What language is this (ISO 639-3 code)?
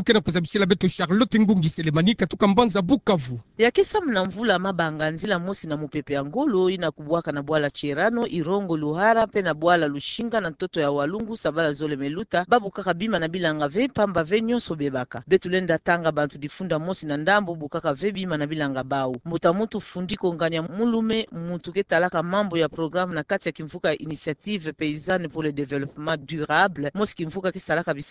ktu